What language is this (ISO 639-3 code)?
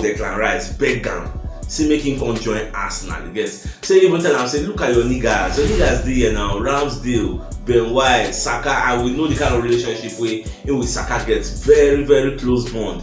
pcm